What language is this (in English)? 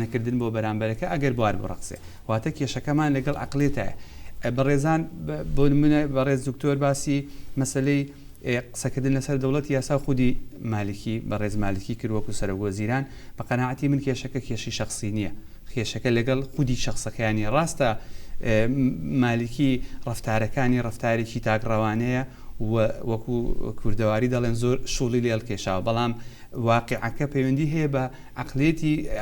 Central Kurdish